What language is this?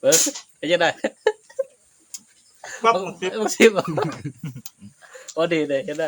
Northeastern Thai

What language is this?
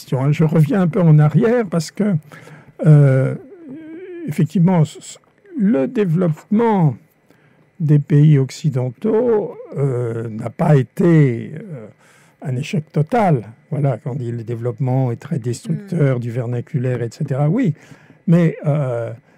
French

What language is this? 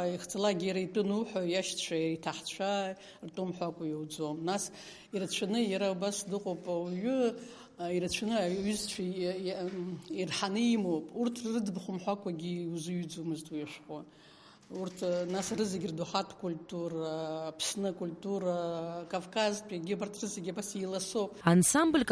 Abkhazian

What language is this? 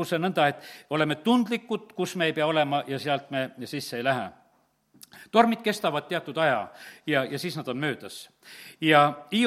Estonian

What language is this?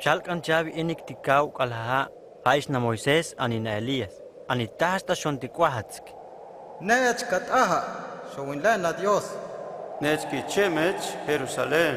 Huastec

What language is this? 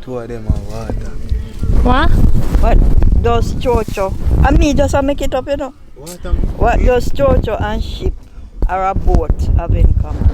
Jamaican Creole English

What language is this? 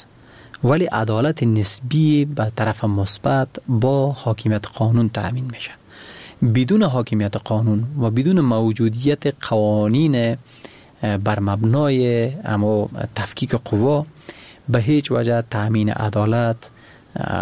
Persian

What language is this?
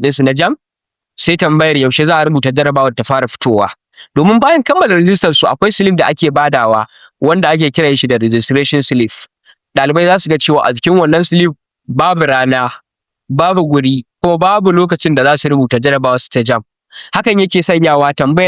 Hausa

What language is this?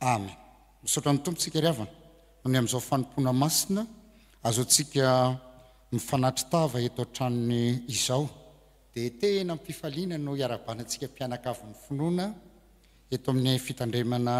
Malagasy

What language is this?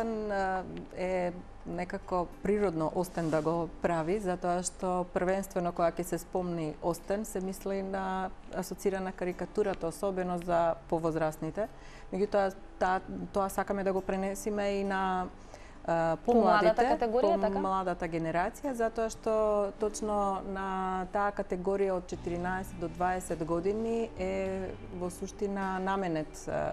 Macedonian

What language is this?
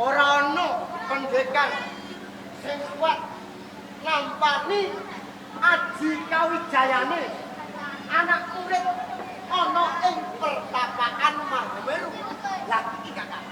Javanese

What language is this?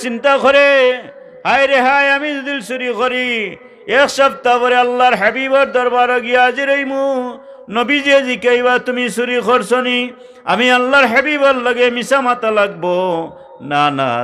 Sylheti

